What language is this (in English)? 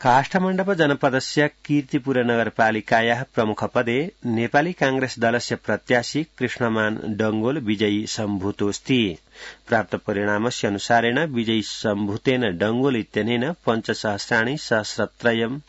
Sanskrit